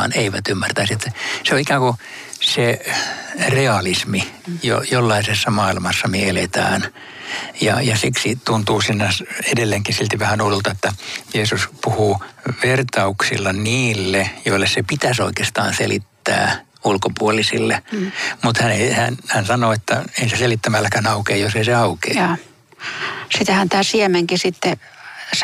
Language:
Finnish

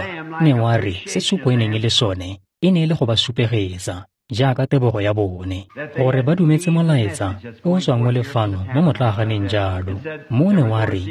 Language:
Tswana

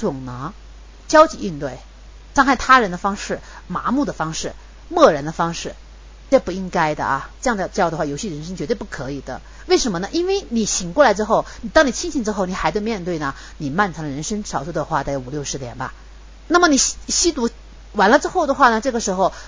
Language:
Chinese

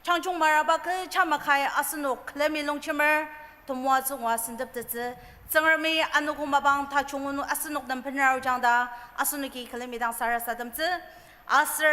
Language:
Ao Naga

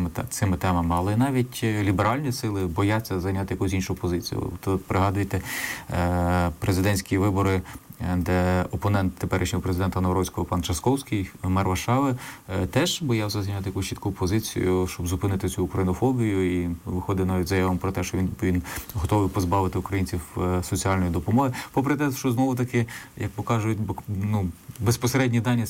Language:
Ukrainian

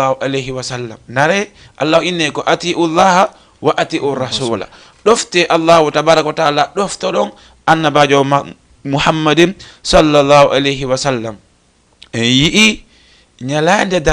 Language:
Fula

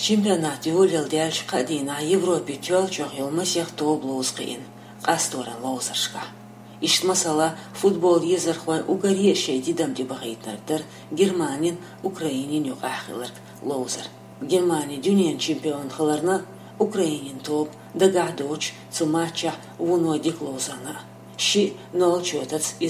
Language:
Chechen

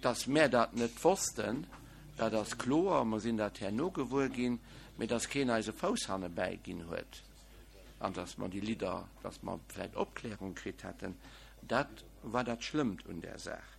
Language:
Luxembourgish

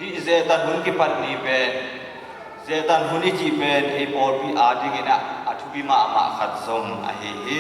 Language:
Tedim Chin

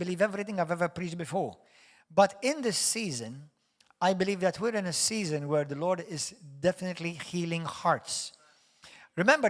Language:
English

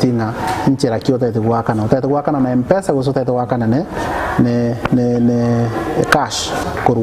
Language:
Gusii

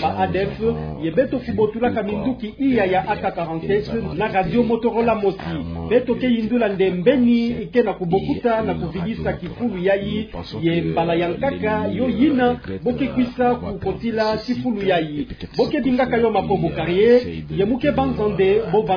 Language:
Kituba (Democratic Republic of Congo)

